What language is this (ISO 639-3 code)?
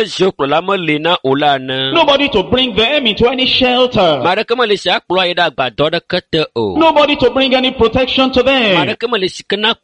ewe